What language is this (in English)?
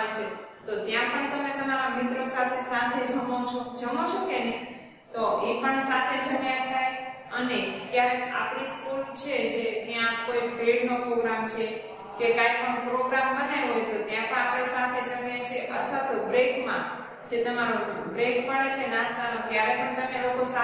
Gujarati